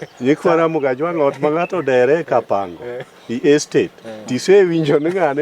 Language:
Luo (Kenya and Tanzania)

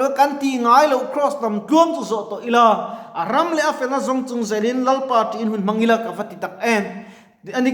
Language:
Mizo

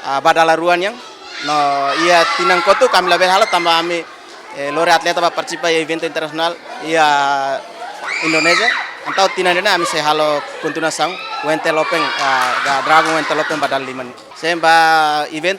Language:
Tetum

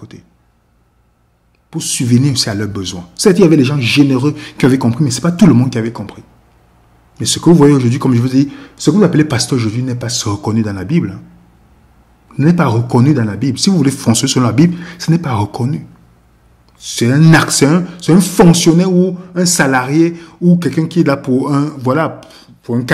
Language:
French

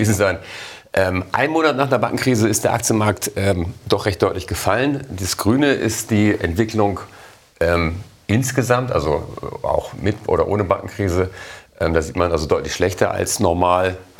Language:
German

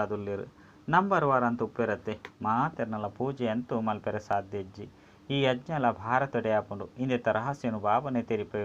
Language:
Tulu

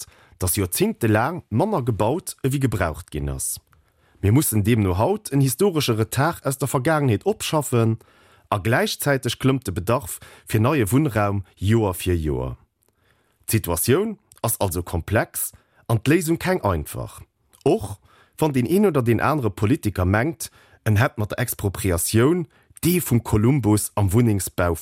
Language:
Luxembourgish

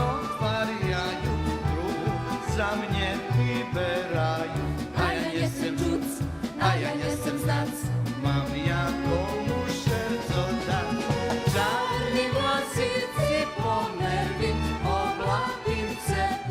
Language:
Rusyn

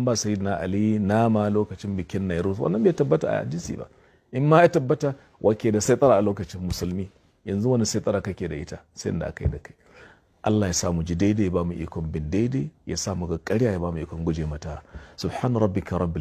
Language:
Hausa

